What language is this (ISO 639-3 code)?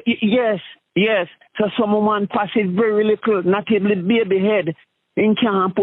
jam